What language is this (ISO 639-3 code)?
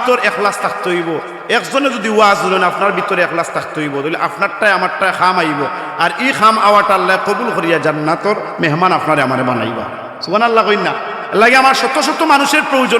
syl